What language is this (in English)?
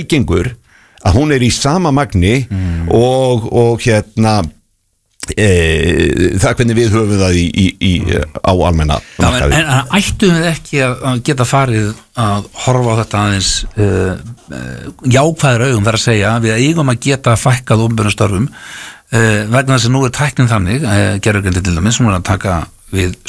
Icelandic